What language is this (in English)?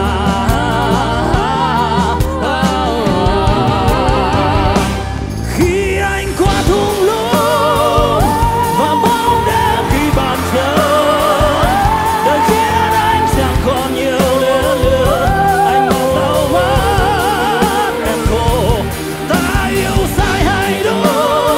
Vietnamese